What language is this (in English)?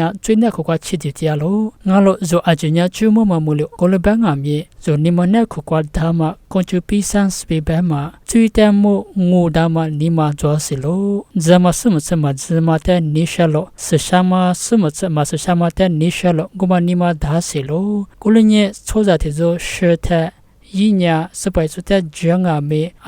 Lisu